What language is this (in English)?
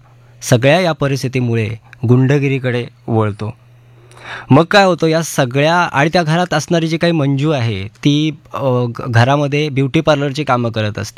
Marathi